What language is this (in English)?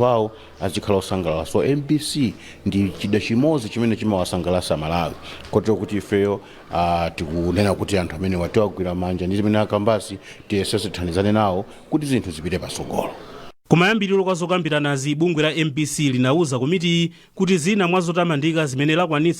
Nyanja